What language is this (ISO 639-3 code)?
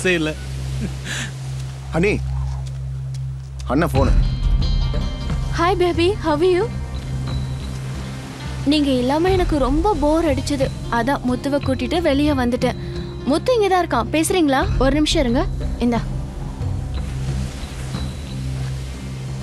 tam